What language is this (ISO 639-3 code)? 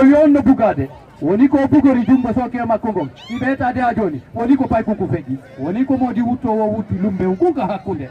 ful